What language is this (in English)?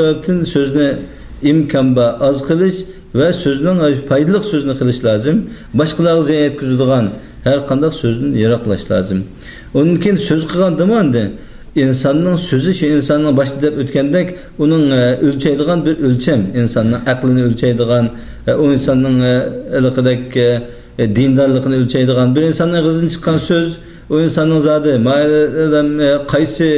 Uyghur